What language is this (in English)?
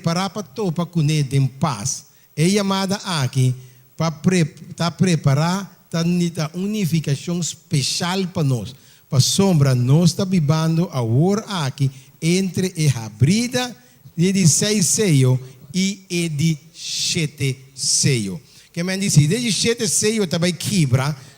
Papiamento